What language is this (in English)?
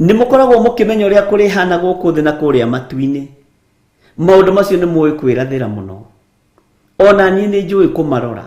Kikuyu